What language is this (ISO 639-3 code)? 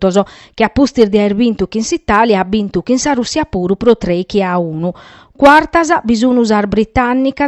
srd